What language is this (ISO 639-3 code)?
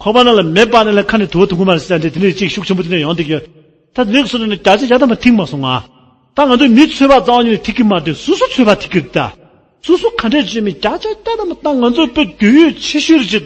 bod